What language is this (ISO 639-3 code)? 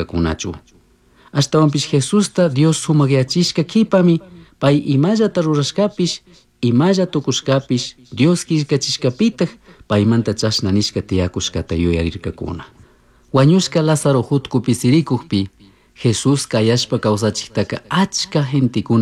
qug